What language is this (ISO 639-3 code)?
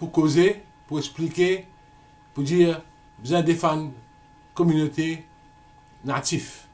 mfe